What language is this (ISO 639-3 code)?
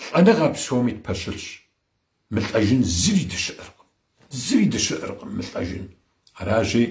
kbd